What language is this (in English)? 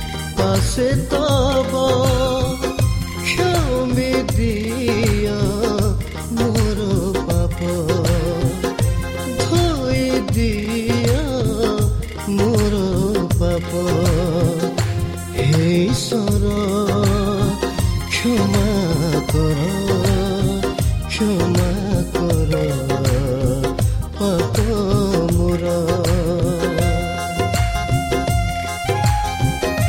Odia